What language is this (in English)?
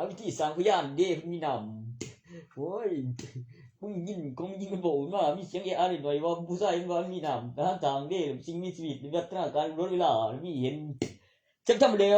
Northeastern Thai